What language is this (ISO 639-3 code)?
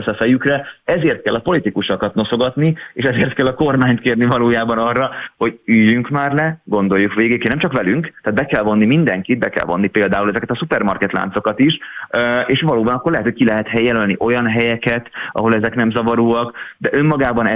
hun